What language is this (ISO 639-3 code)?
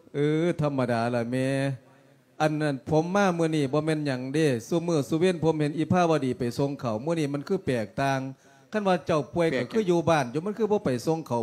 lao